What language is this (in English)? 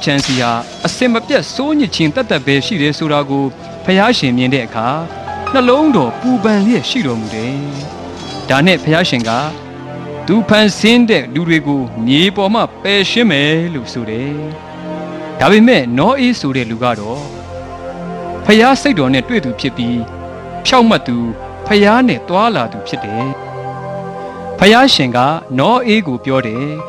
Burmese